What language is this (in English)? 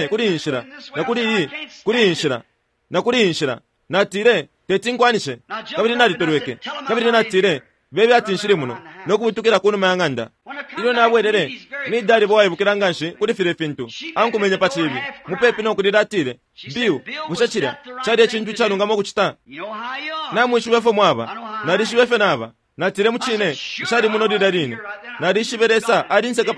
Bemba